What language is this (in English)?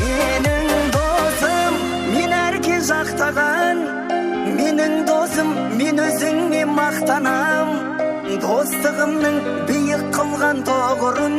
Kara-Kalpak